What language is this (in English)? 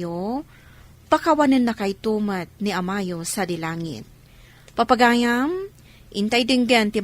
Iloko